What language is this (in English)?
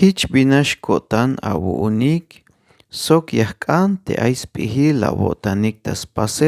Tzeltal